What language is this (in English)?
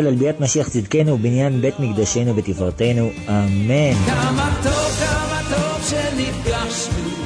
Hebrew